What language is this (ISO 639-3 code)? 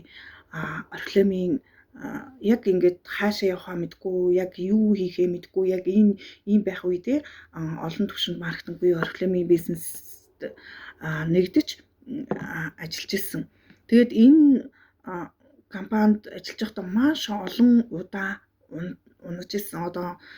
mon